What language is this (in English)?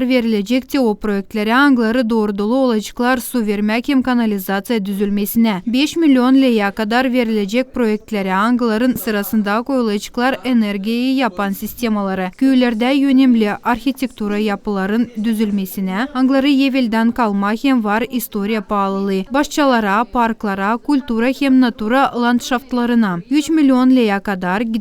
Gagauz